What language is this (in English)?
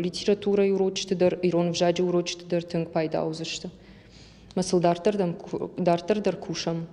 Ossetic